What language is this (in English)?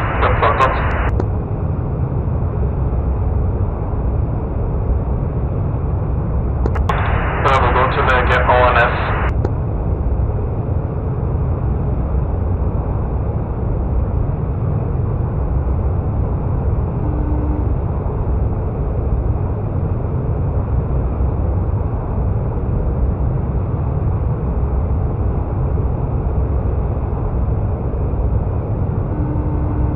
Swedish